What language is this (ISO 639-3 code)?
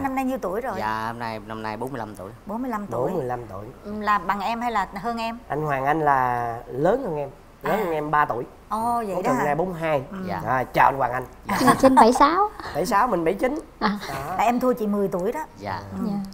vie